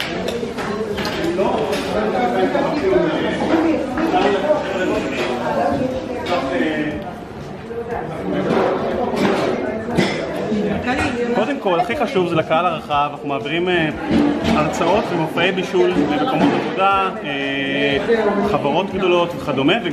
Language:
Hebrew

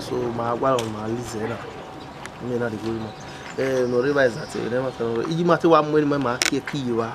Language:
Bini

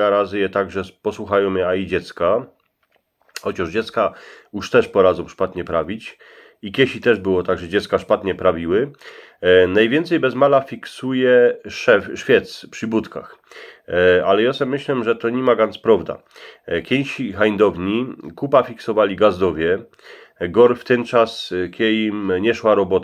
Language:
Silesian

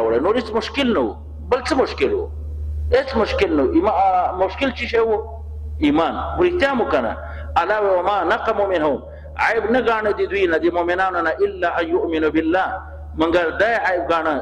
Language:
Pashto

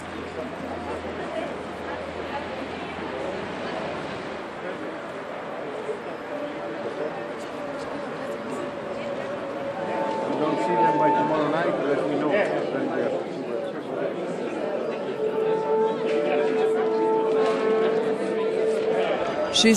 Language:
Bulgarian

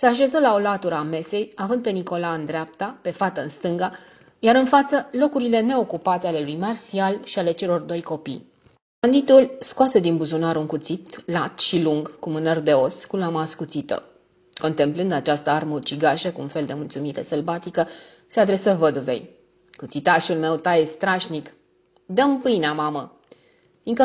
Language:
Romanian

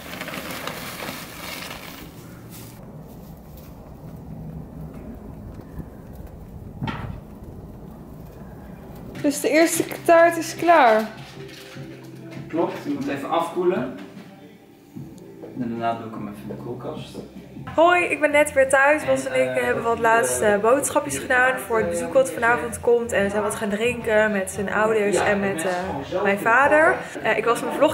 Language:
Dutch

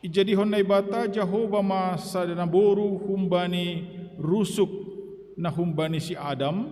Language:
Batak Simalungun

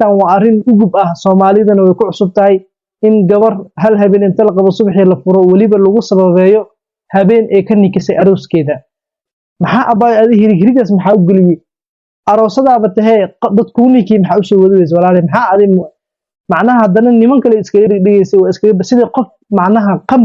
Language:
Somali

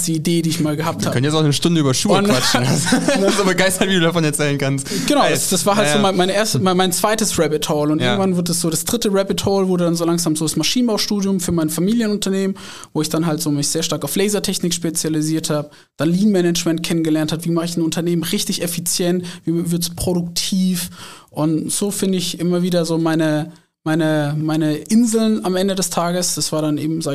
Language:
German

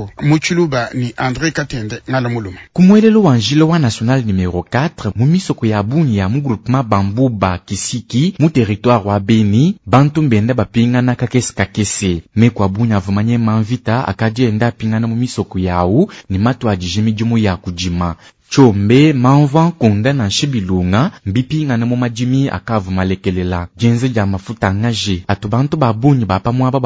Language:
Luba-Lulua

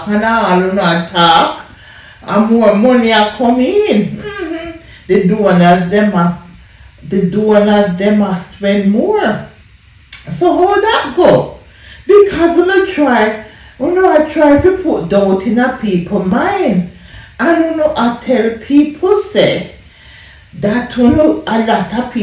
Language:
Jamaican Creole English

